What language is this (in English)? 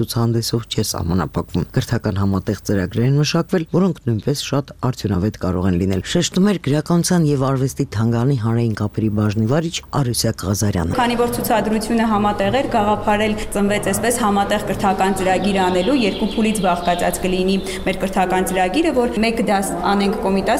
Armenian